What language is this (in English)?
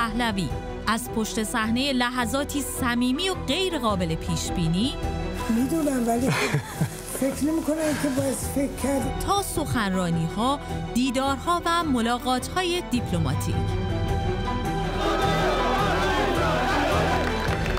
Persian